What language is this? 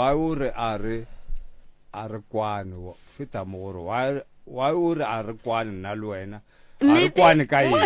Northern Sotho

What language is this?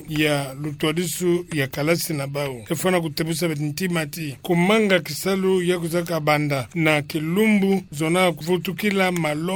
Kituba (Democratic Republic of Congo)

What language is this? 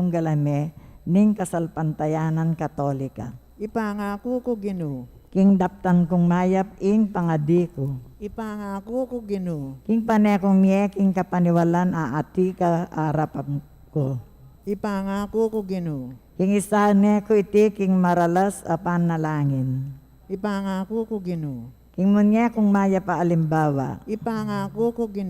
Pampanga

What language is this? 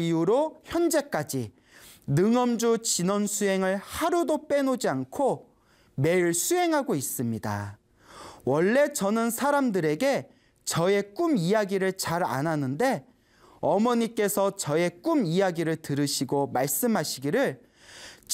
Korean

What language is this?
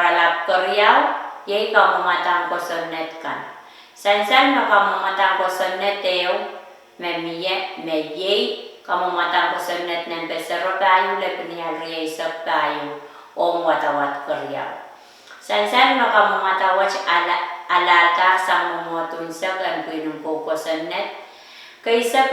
Pohnpeian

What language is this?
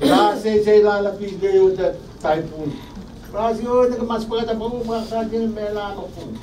Pohnpeian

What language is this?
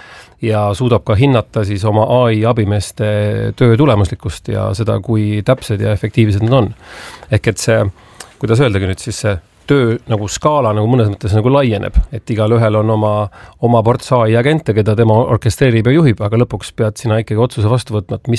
Estonian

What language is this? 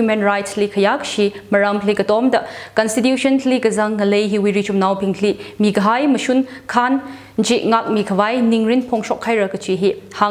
Tangkhul Naga (India)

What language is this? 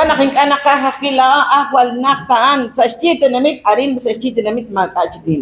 Kekchí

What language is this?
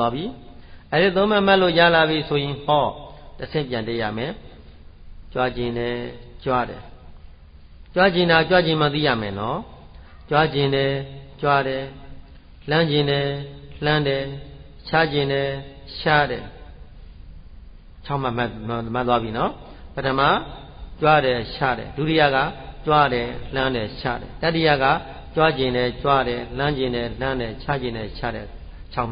Burmese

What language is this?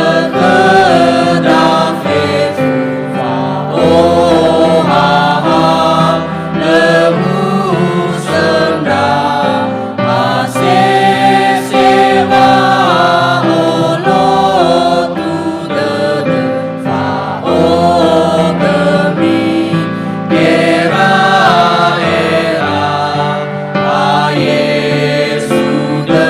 Nias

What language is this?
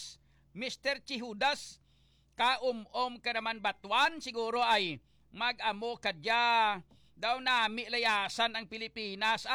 Hiligaynon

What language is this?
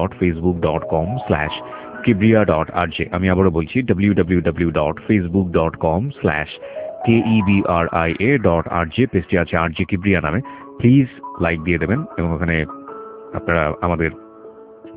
Bangla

